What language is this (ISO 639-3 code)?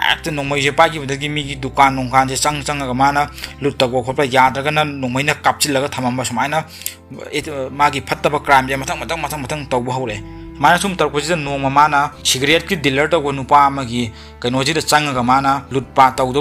mni